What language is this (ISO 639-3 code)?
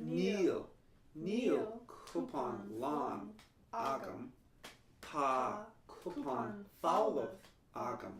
gle